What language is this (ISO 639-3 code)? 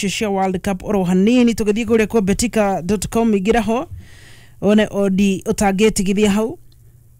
kik